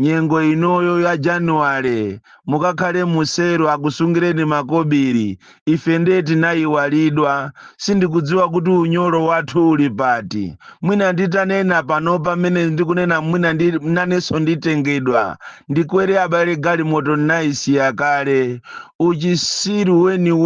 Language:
Nyanja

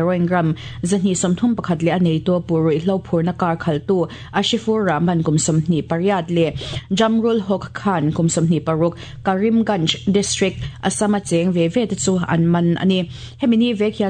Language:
Mizo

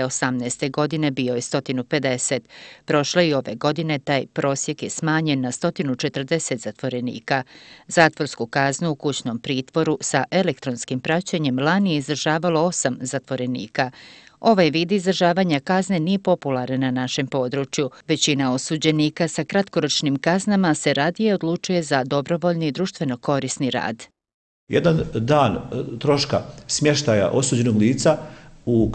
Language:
Bosnian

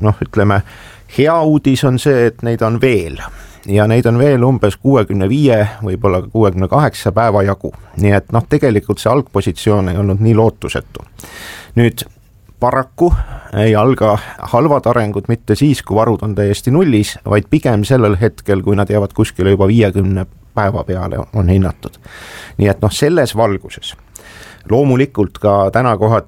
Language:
Estonian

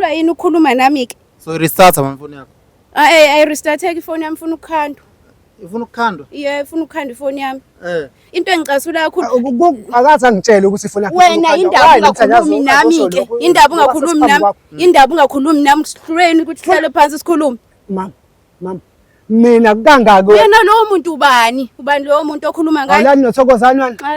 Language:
Zulu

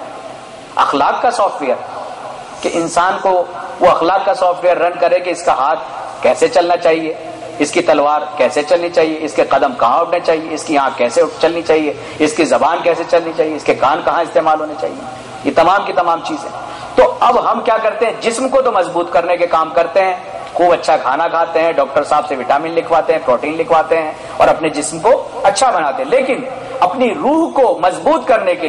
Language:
Urdu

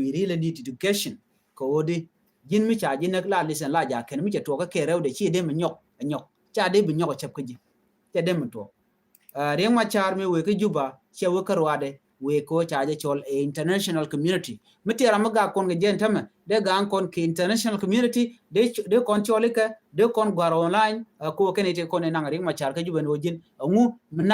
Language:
Nuer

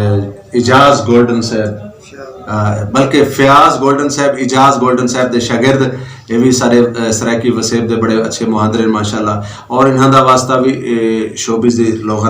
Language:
Saraiki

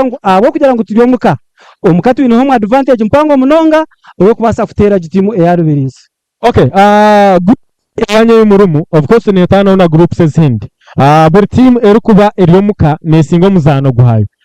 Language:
Nyankole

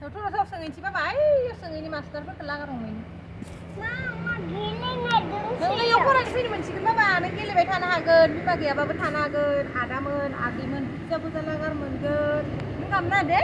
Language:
Bodo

